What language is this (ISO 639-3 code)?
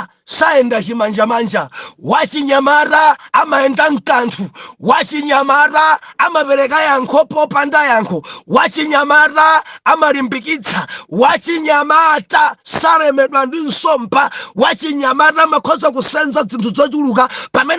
nya